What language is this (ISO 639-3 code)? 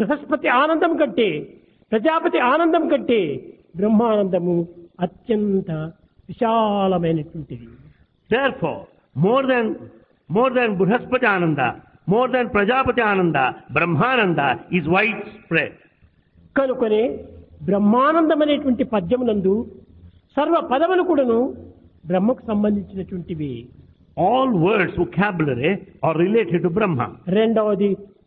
tel